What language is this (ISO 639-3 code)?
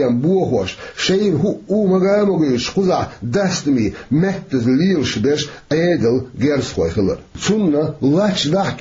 che